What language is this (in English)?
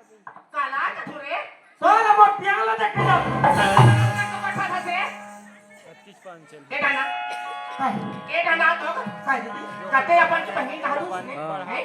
Chhattisgarhi